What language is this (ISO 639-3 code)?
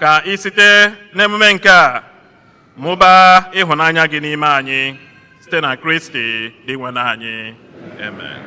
ibo